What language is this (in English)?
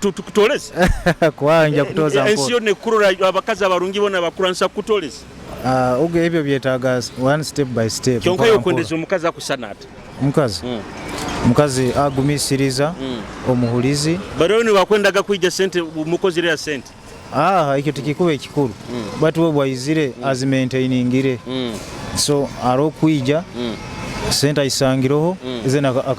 Nyoro